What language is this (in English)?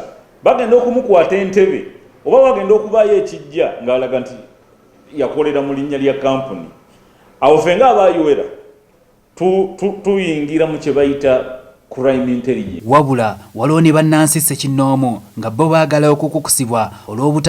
Ganda